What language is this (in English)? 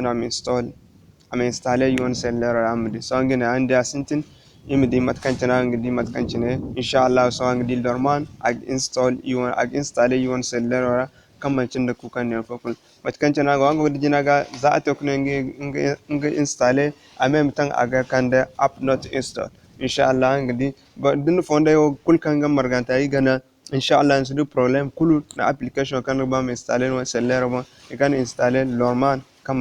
Zarma